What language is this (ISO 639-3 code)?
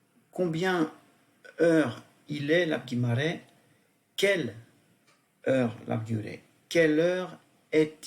bod